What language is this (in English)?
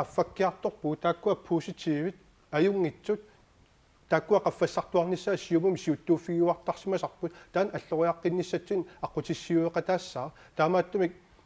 Kalaallisut